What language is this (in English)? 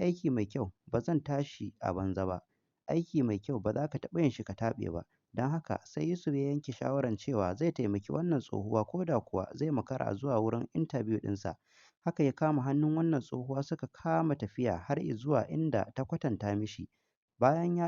Hausa